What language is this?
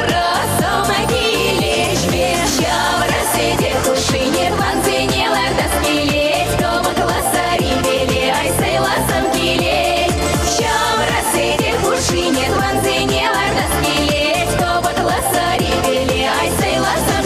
Chuvash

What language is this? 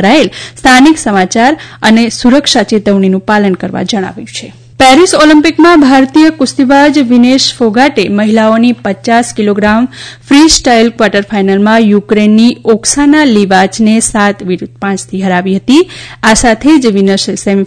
Gujarati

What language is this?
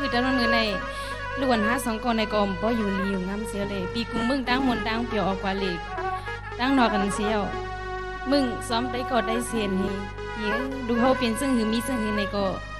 Shan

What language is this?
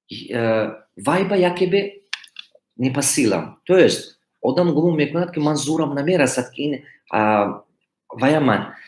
Tajik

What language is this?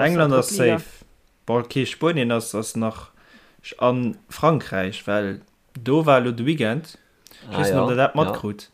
Luxembourgish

